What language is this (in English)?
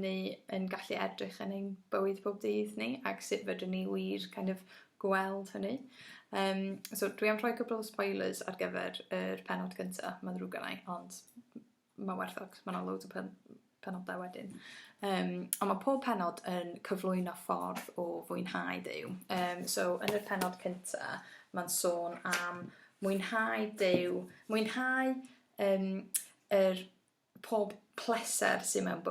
Welsh